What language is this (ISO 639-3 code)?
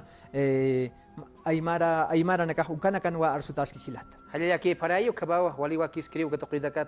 aym